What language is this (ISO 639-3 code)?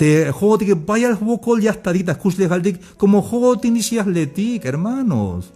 tzh